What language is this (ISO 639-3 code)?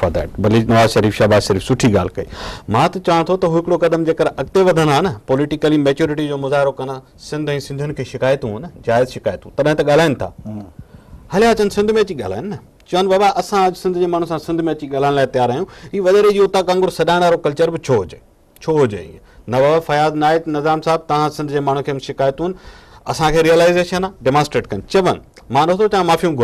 snd